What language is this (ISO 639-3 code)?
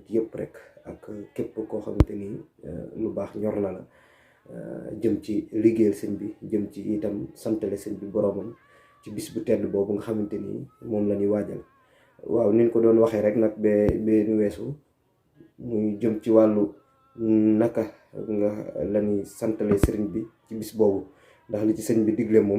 wol